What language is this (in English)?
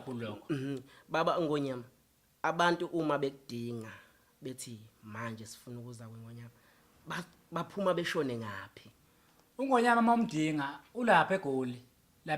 Zulu